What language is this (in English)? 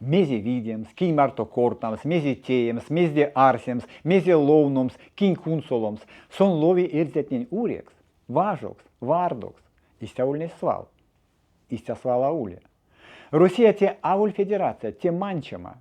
Erzya